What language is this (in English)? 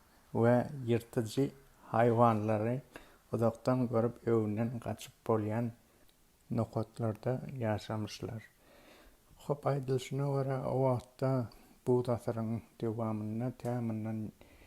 Turkmen